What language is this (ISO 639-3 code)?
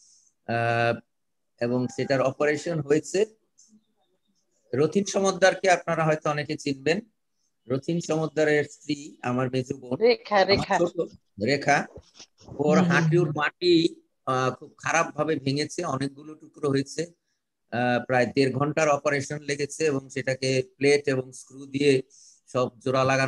ben